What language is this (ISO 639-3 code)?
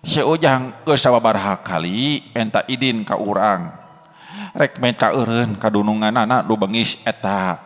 sun